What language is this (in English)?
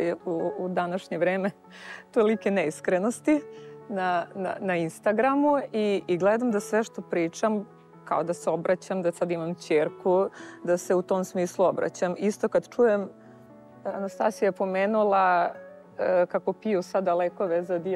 Serbian